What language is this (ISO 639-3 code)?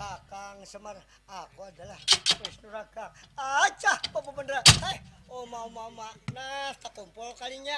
bjn